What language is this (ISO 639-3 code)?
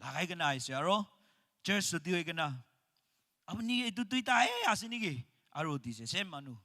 nag